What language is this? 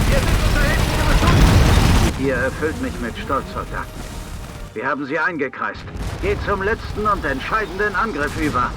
Bavarian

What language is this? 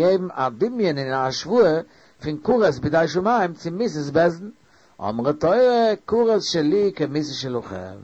Yiddish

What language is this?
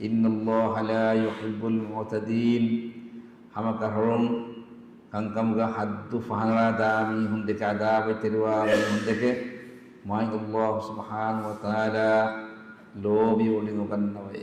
Divehi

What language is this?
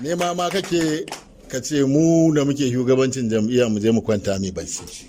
Hausa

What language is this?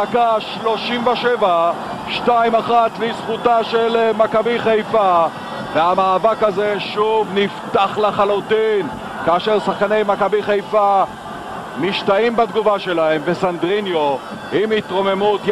Hebrew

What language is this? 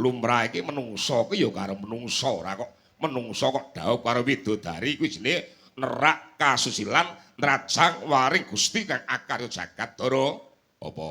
Javanese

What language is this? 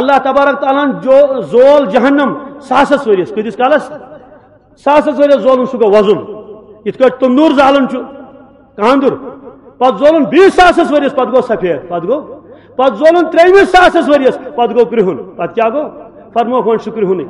Kashmiri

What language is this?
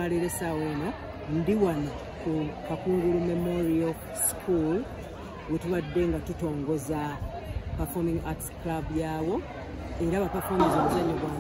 Ganda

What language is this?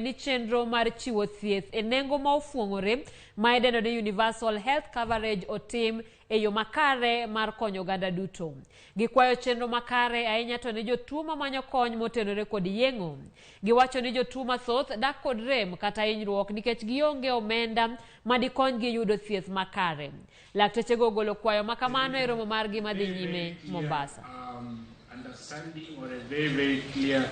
Luo (Kenya and Tanzania)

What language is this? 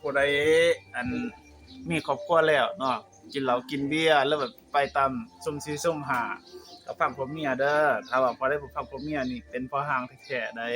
Lao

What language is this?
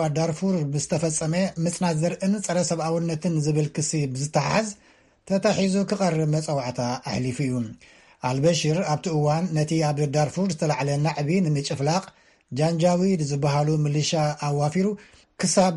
Tigrinya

